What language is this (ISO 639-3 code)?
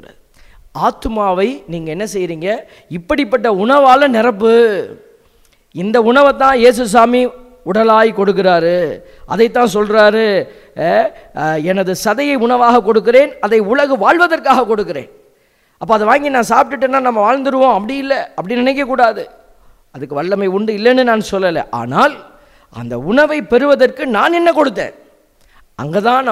tam